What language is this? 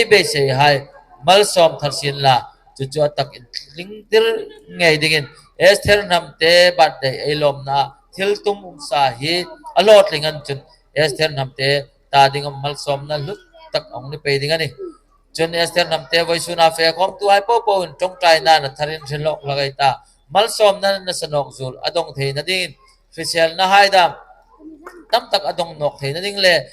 Hmar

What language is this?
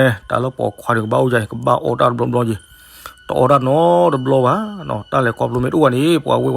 S'gaw Karen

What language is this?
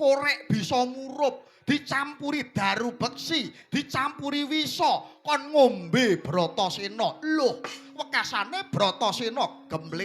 Javanese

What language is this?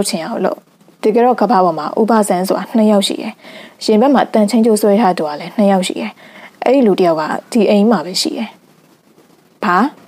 Burmese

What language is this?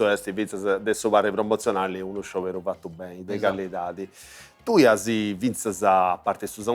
Sardinian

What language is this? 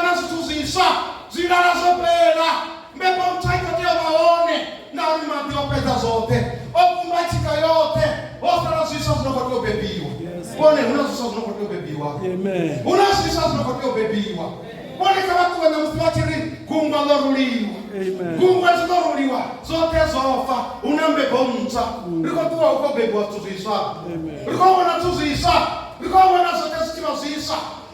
Venda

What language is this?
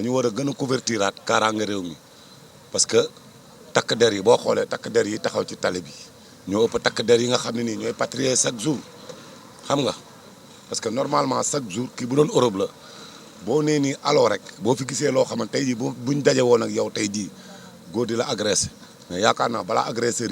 Wolof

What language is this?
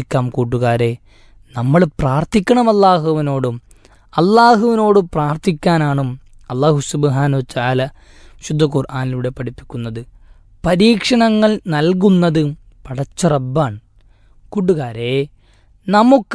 Malayalam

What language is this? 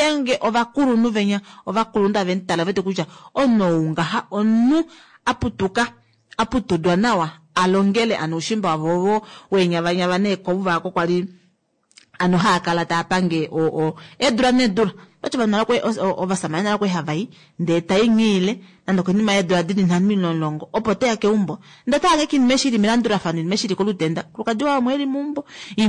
Kuanyama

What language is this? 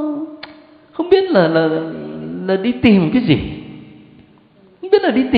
Vietnamese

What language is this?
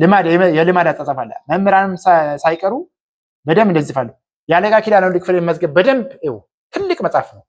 Amharic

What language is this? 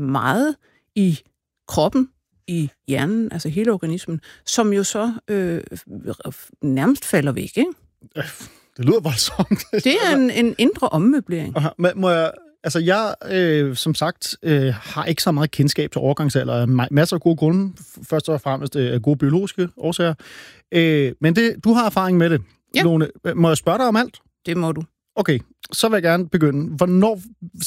Danish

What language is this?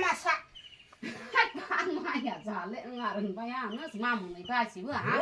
Kok Borok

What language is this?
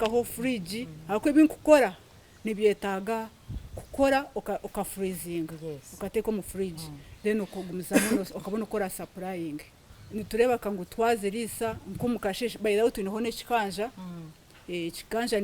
Nyankole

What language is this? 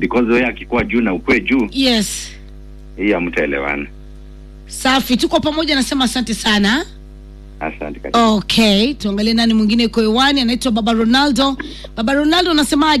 Swahili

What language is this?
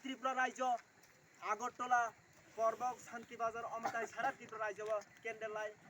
Kok Borok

